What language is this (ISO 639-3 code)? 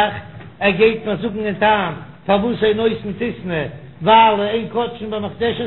yid